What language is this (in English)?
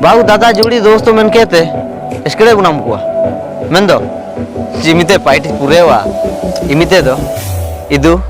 Ho